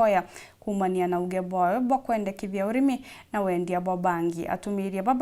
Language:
Meru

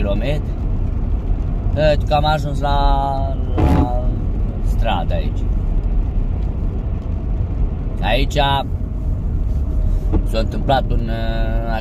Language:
Romanian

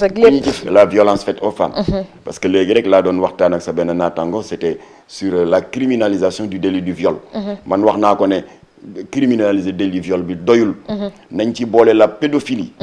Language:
Wolof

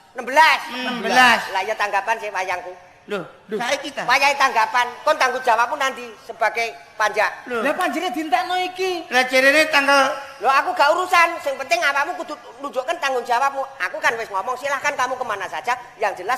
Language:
Javanese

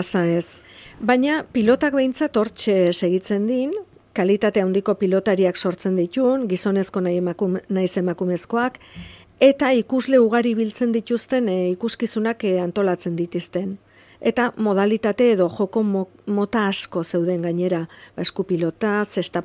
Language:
Basque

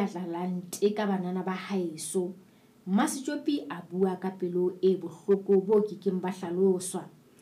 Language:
Southern Sotho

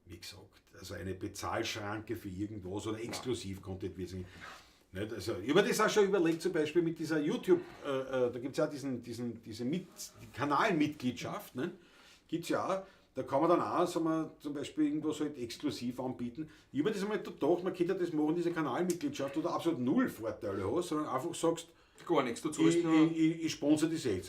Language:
Bavarian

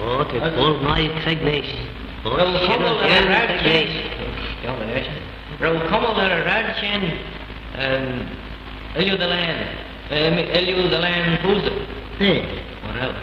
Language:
Manx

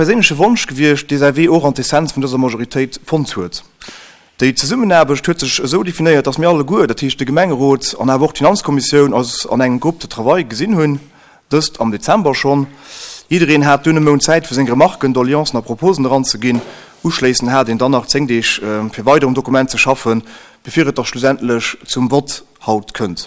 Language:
Luxembourgish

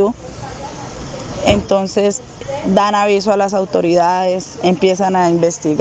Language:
Spanish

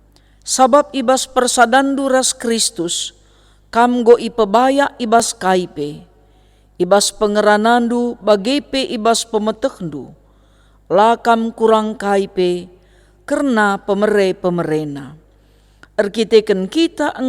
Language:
Batak Karo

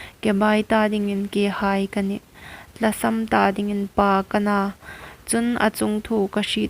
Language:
Hmar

